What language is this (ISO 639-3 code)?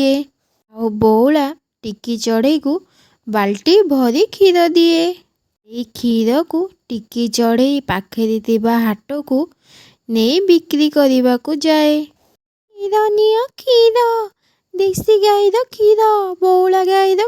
ori